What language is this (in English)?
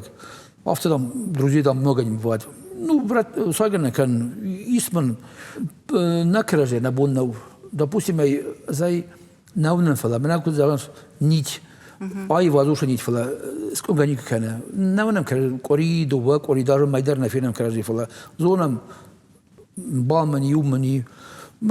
Ossetic